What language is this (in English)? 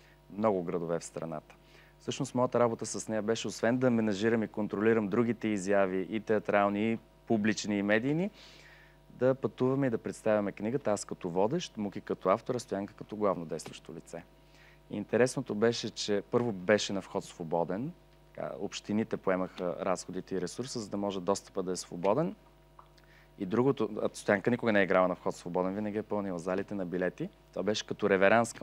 Bulgarian